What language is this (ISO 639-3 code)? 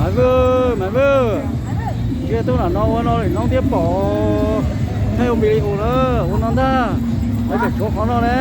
hmn